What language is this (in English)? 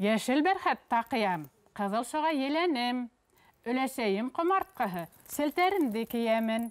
Bashkir